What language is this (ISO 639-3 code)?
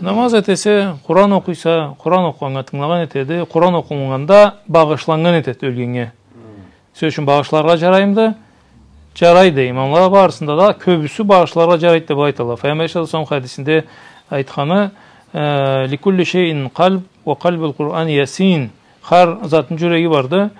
krc